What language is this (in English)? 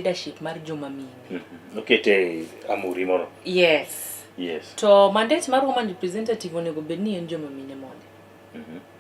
Luo (Kenya and Tanzania)